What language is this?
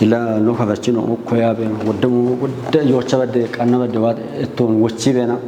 Kafa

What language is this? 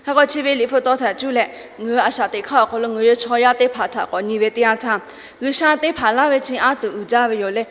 Lahu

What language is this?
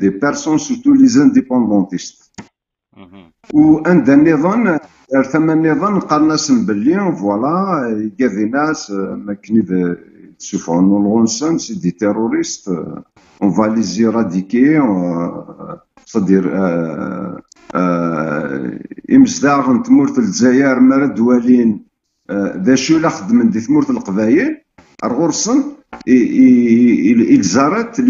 Kabyle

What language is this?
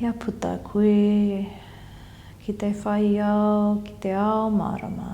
Māori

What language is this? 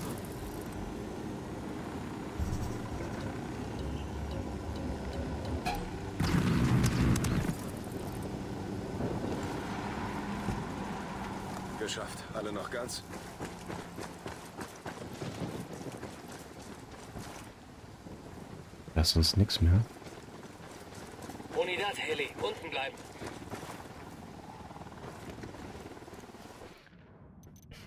German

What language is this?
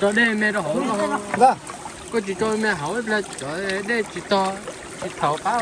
Hmong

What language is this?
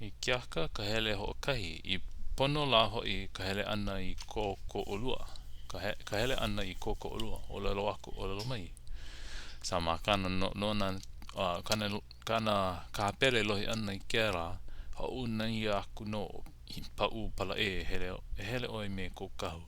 Hawaiian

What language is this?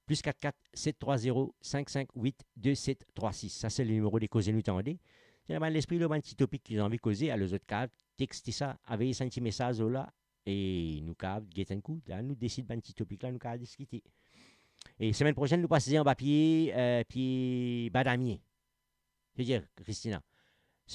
Morisyen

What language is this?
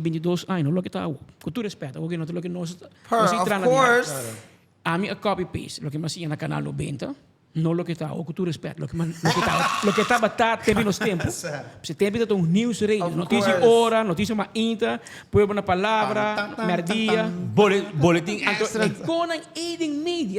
Papiamento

